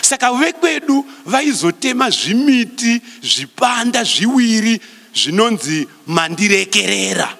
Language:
Shona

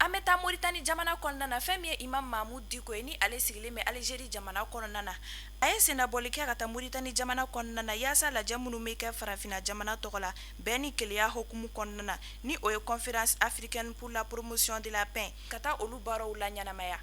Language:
Bambara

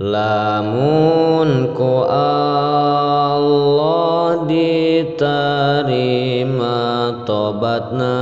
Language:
Sundanese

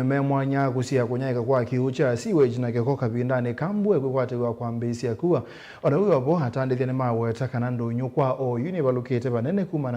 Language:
Kamba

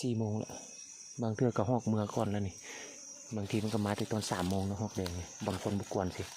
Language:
Lao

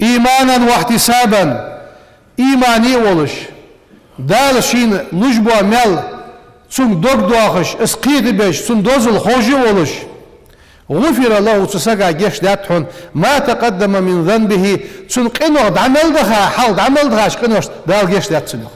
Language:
Ingush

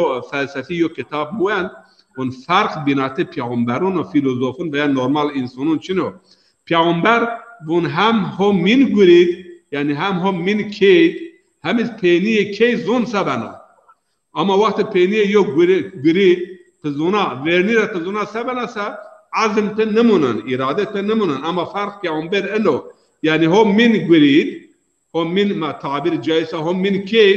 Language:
Zaza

